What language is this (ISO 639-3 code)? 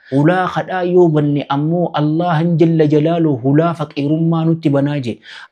orm